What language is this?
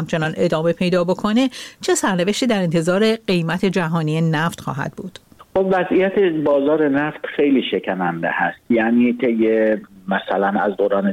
Persian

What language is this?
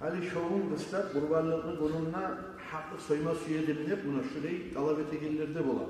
Kumyk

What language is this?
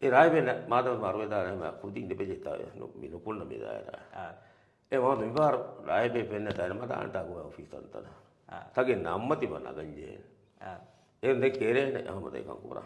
Divehi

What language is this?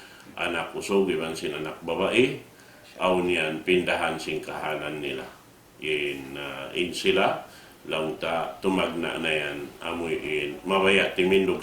Tausug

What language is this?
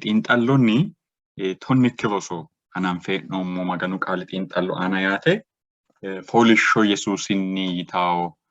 Sidamo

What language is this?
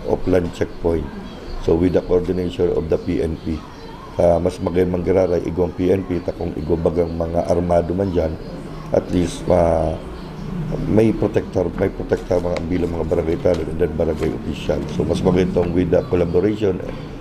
Bikol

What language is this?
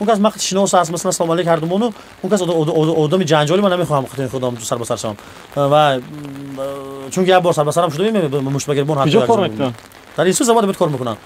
Tajik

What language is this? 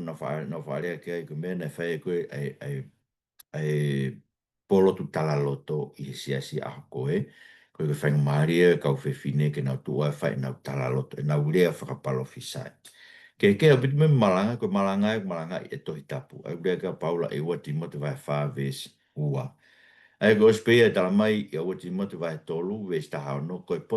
Tongan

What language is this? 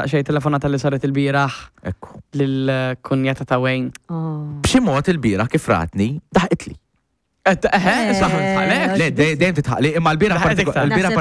Maltese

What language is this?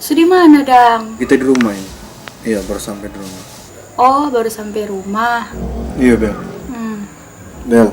Manado Malay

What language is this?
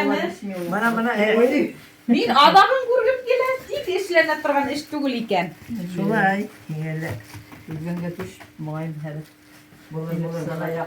Bashkir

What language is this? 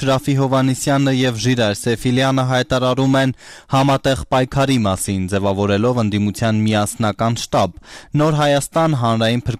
Armenian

